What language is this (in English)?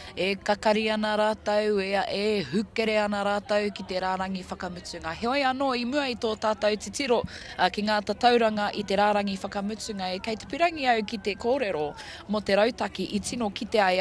Māori